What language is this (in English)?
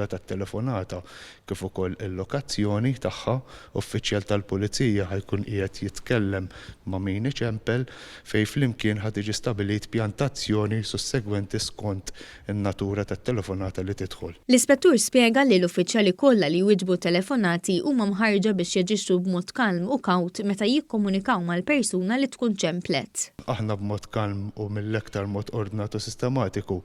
Maltese